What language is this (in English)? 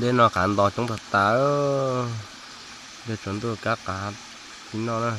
Hmong